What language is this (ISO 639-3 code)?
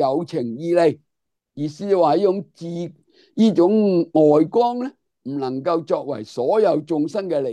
yue